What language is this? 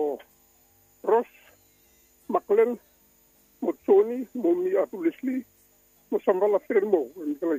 Bislama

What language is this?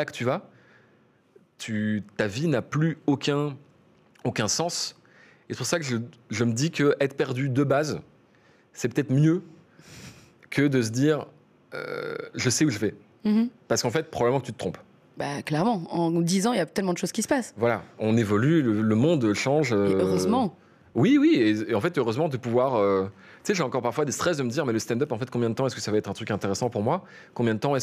French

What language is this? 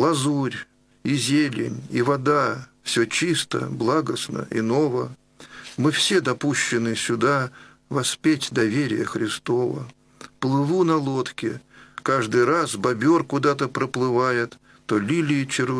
Russian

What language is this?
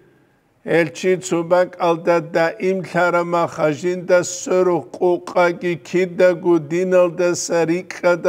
Avaric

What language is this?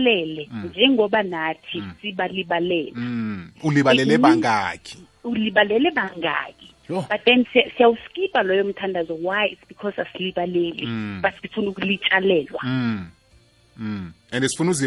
South Ndebele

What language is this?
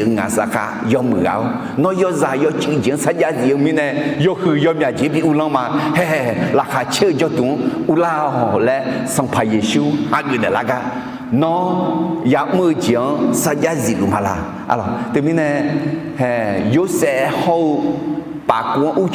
Akha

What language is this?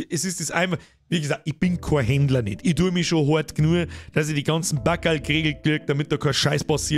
Bavarian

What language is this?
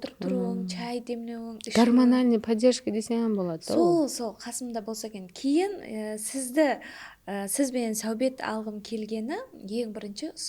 Kara-Kalpak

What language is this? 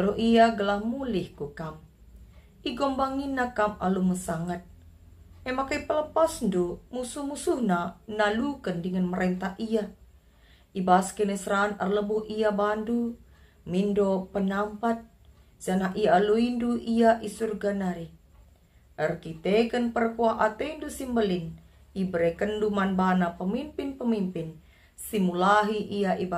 Batak Karo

